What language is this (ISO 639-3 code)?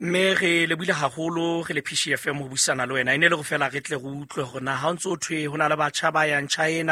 sot